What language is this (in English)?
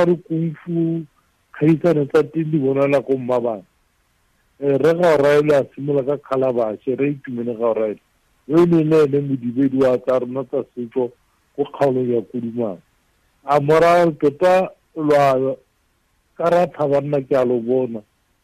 Tswana